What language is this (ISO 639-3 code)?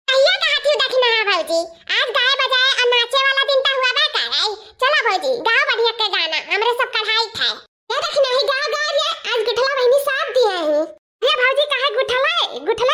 awa